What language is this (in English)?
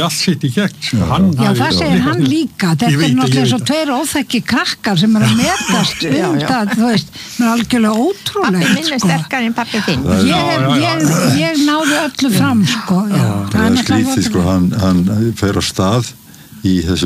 Icelandic